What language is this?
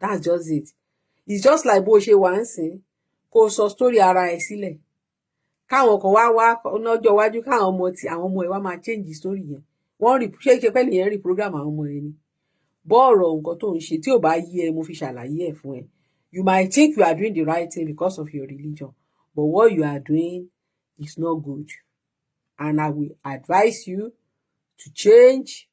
Yoruba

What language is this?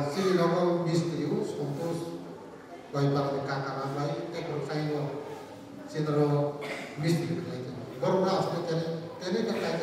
Kok Borok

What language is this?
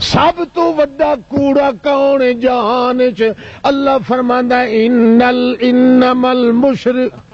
Western Panjabi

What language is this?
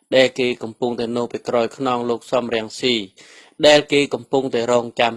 Khmer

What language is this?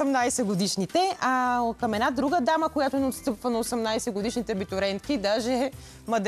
Bulgarian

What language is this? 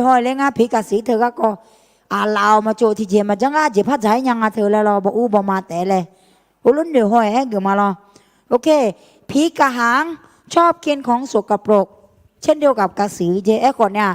Akha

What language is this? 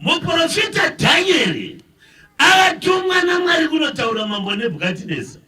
Shona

